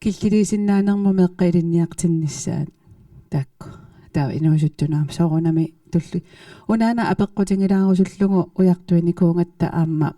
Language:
Kalaallisut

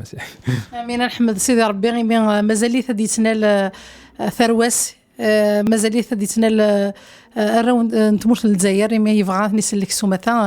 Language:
Kabyle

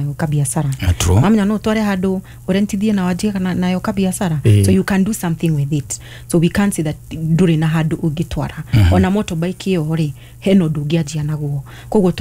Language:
Kikuyu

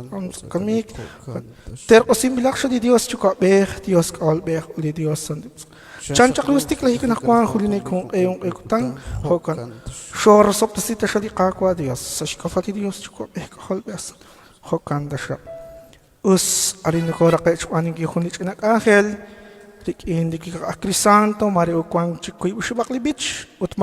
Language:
Kekchí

